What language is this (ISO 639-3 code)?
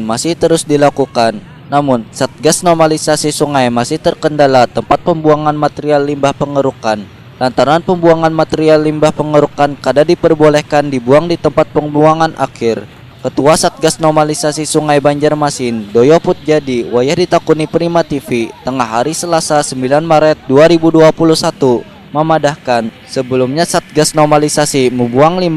bjn